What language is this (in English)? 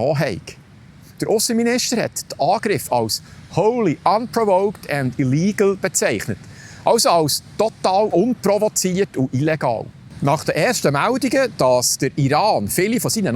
Swiss German